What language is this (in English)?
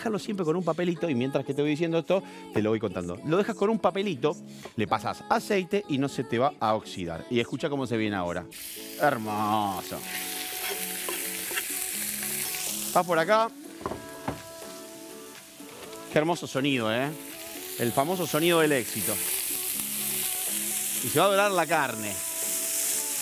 Spanish